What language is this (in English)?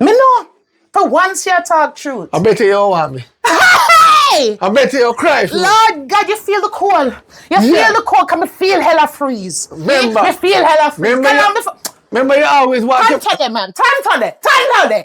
Jamaican Creole English